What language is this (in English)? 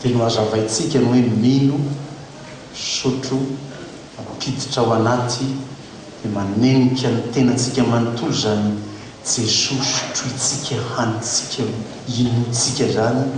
Malagasy